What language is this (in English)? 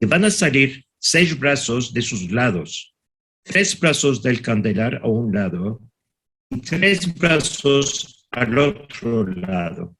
Ladino